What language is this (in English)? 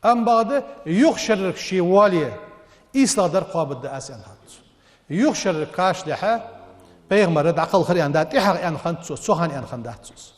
Ingush